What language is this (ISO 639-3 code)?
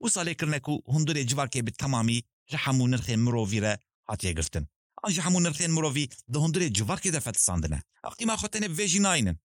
kur